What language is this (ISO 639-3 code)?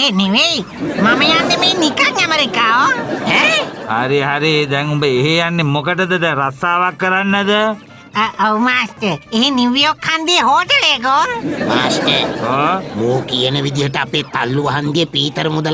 sin